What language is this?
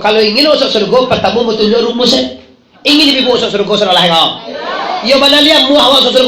Minangkabau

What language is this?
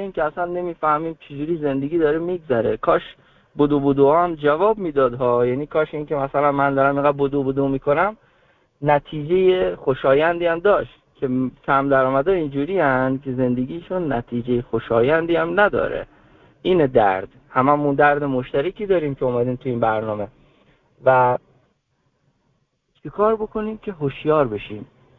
Persian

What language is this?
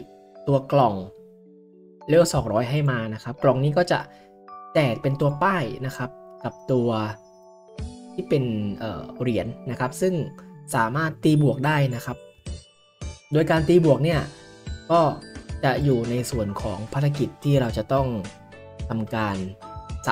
Thai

